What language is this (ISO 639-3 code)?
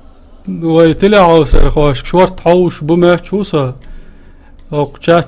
che